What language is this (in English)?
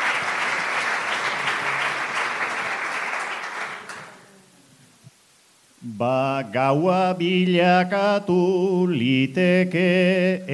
Basque